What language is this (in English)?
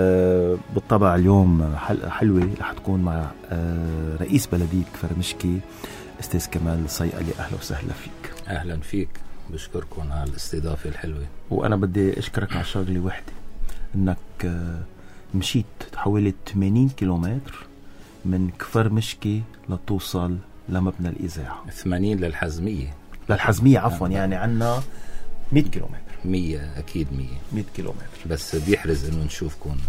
North Levantine Arabic